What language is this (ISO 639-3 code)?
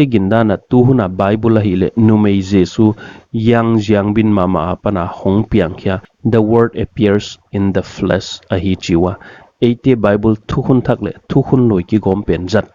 pck